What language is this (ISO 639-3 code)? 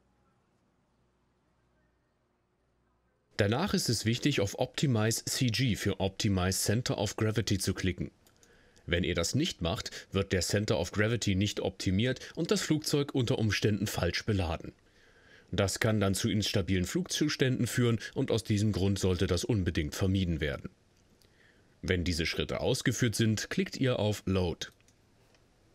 deu